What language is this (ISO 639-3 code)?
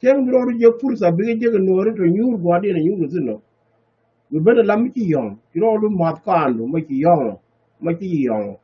nus